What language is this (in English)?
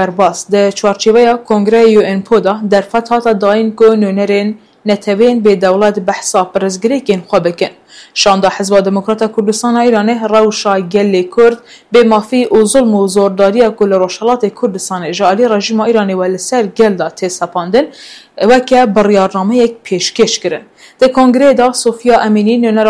Kurdish